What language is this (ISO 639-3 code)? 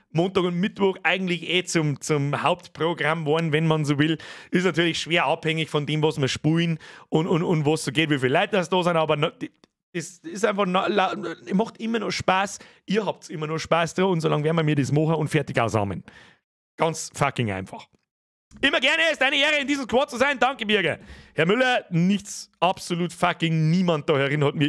bar